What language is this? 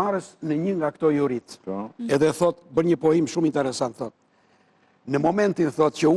Albanian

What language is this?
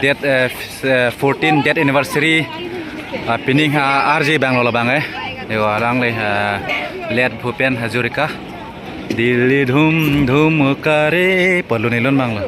Karbi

